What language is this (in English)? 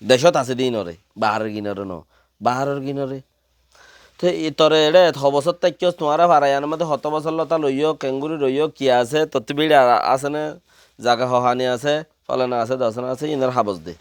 Rohingya